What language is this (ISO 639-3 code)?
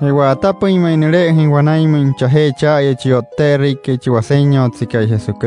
guc